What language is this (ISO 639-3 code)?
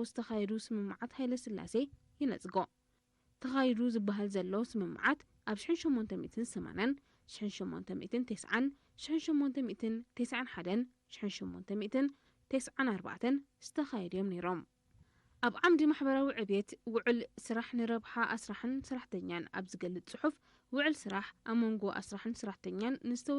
tir